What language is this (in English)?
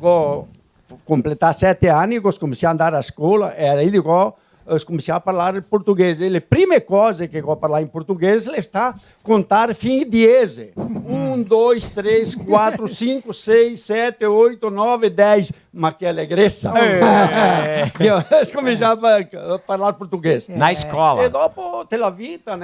Venetian